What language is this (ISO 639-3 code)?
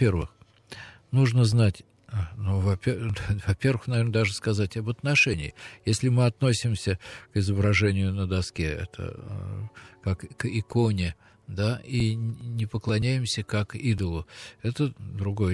rus